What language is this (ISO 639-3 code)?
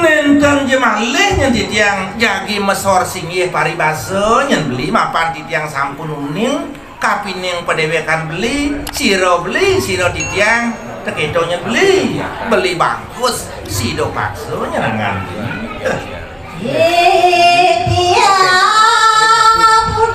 ban